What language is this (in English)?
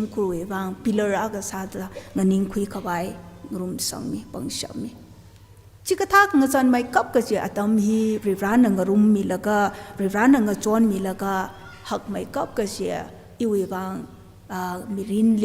Tangkhul Naga (India)